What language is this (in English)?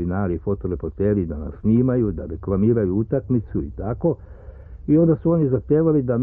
Serbian